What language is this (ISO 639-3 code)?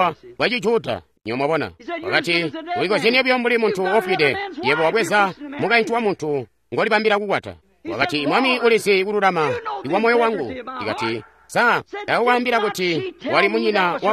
toi